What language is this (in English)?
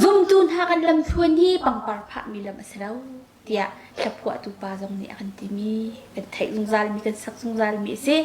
Hakha Chin